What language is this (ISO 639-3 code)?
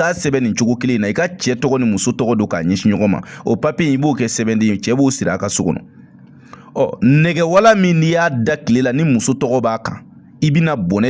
bam